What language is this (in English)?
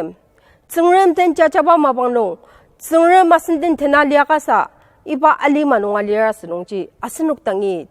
Ao Naga